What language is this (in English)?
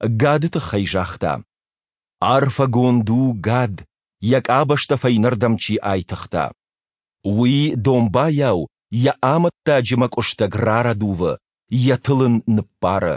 Ossetic